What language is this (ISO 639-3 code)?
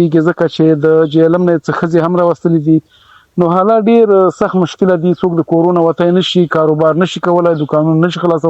pus